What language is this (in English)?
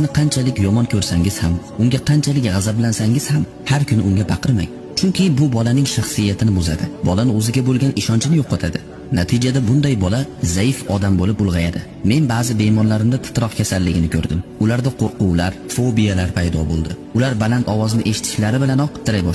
Uzbek